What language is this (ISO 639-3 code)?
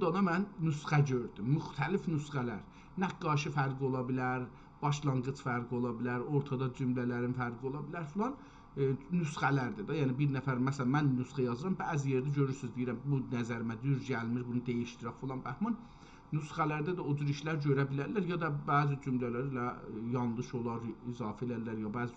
azb